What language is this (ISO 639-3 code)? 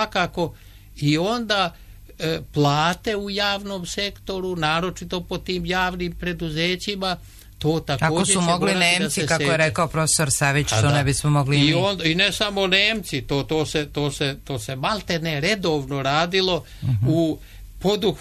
srp